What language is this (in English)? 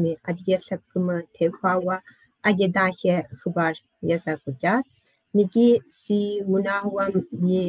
Kabardian